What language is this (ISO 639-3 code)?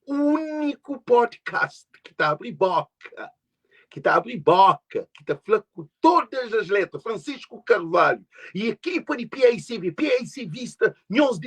kea